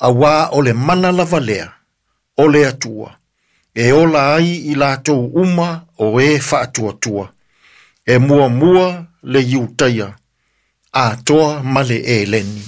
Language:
Samoan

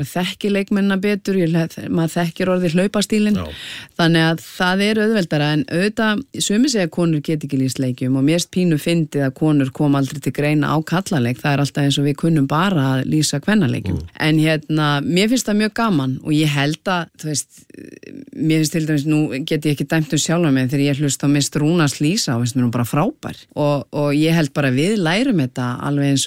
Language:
Icelandic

